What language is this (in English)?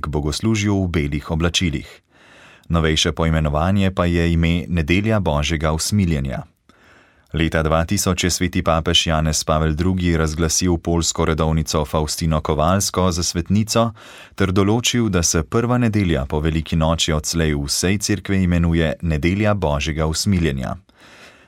Slovenian